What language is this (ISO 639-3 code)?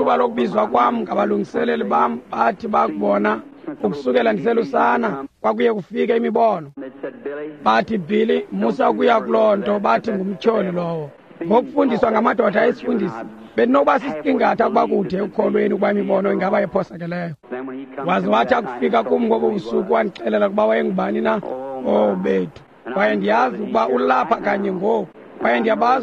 xho